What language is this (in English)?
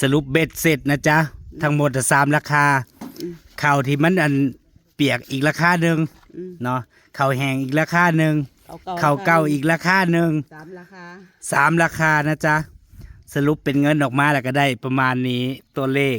Northeastern Thai